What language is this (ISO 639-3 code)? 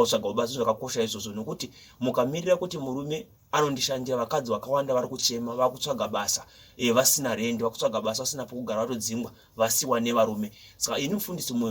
sna